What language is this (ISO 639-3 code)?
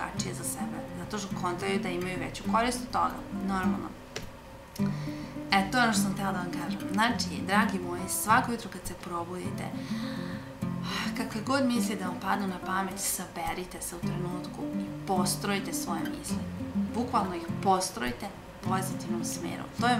srp